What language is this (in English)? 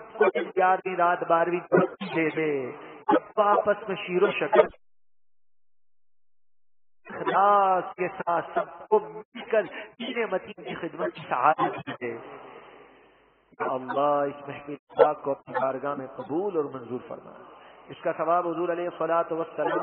Urdu